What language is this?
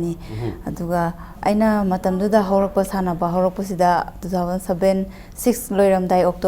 Manipuri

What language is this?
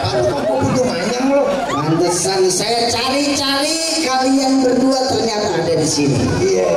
Betawi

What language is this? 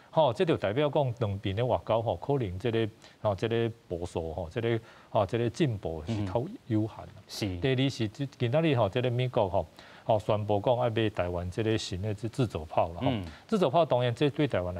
Min Nan Chinese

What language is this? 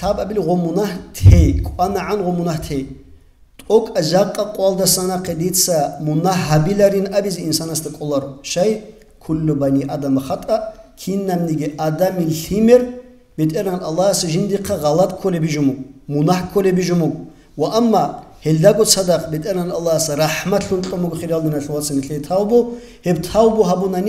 Avaric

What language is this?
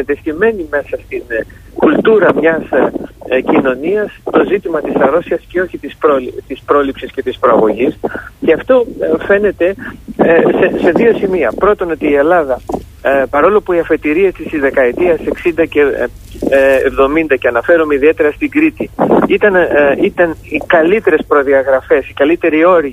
Greek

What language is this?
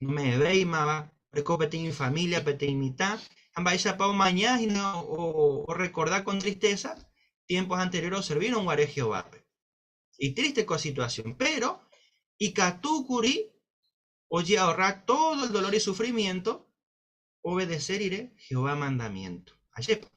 Guarani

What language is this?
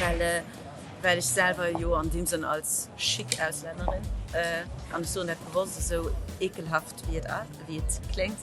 Luxembourgish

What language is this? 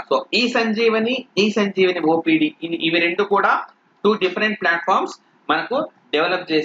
Telugu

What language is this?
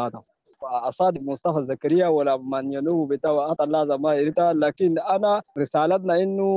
Sudanese Arabic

